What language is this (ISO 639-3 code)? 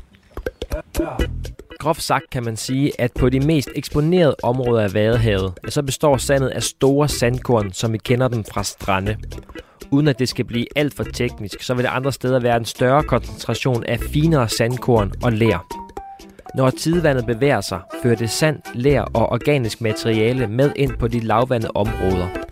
dan